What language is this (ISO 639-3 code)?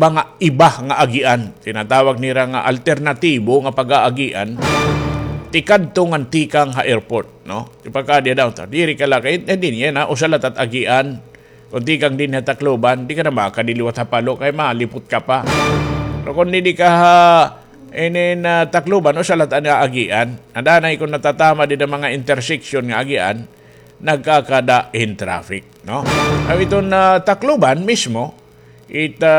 war